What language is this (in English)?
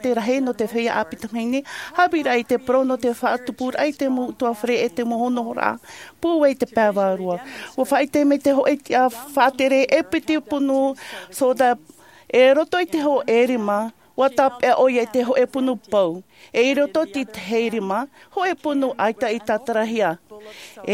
Tahitian